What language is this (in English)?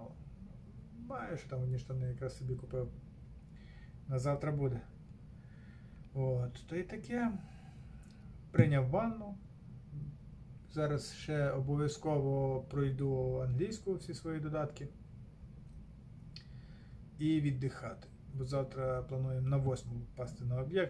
Ukrainian